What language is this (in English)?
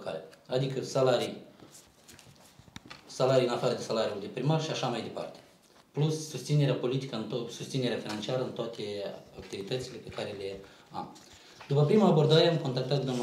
Romanian